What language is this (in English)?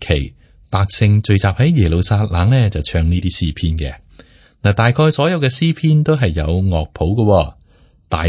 Cantonese